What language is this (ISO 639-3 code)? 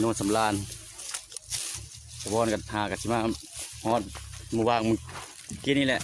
lao